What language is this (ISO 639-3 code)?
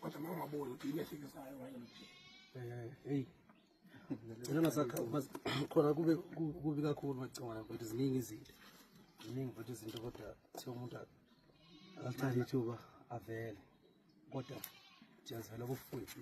zul